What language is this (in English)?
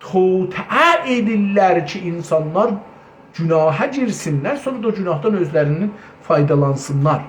South Azerbaijani